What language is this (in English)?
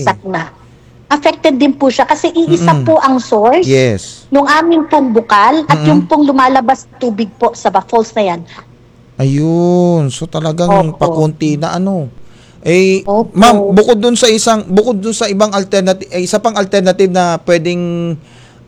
Filipino